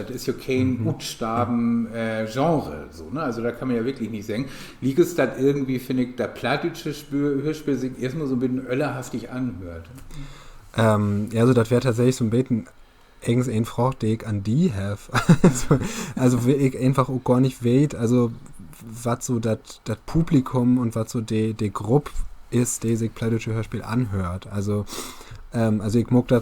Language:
Low German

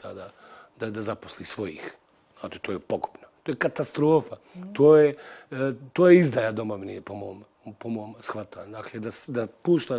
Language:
Bosnian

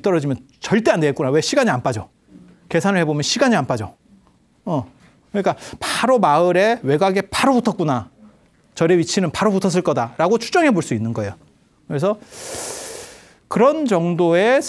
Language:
Korean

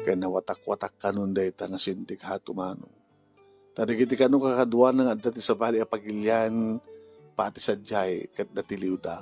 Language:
Iloko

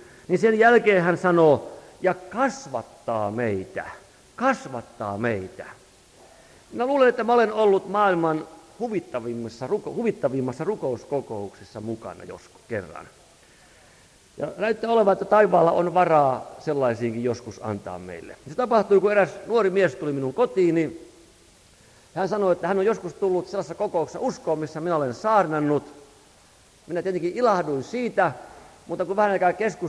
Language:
Finnish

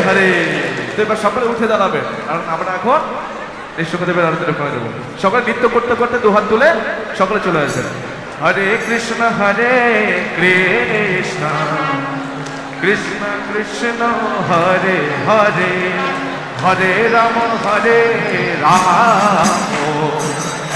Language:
Bangla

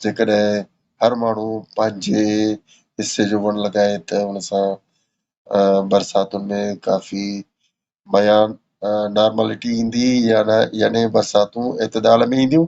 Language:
Sindhi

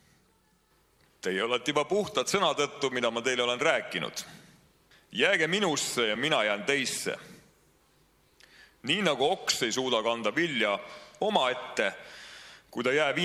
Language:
Estonian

